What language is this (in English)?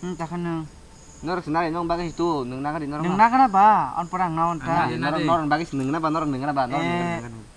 Kok Borok